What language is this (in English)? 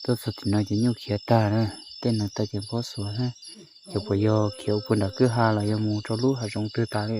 Hmong